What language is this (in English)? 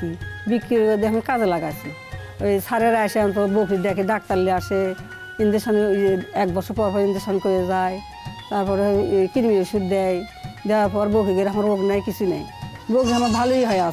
Bangla